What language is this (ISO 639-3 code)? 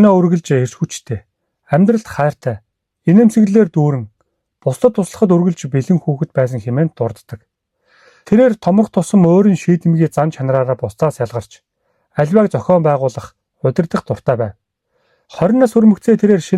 mon